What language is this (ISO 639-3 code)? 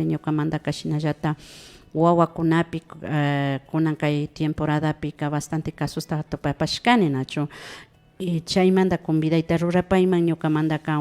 qvi